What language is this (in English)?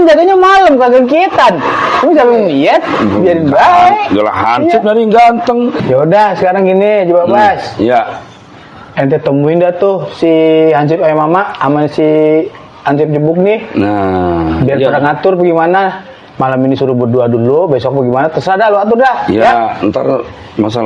Betawi